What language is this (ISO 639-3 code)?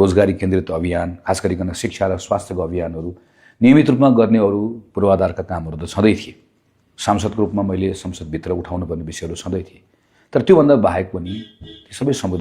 nep